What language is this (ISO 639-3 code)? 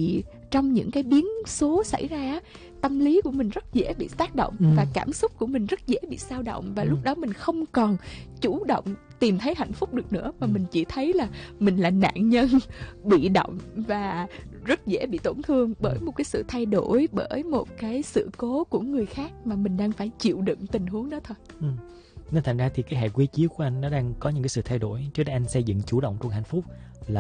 vie